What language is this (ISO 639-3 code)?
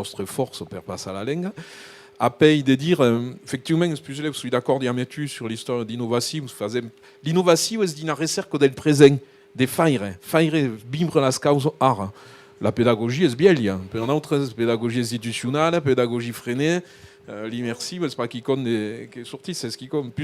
oci